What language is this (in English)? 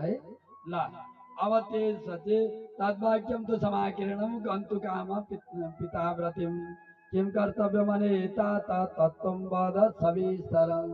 Nepali